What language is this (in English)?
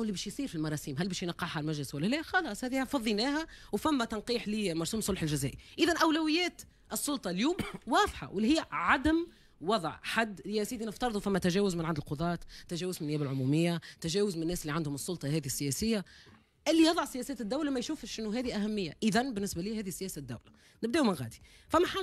Tunisian Arabic